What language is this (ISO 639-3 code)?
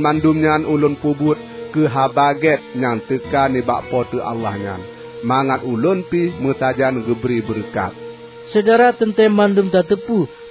ace